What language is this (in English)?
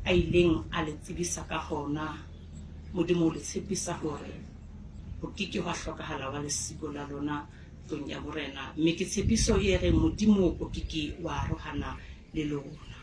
Southern Sotho